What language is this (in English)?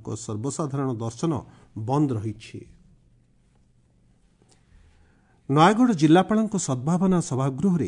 Odia